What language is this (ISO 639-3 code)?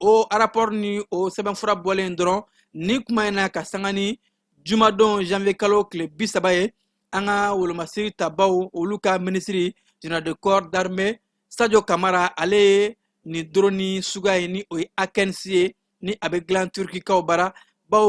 bam